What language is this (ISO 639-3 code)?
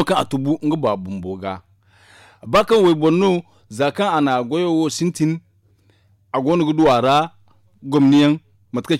dje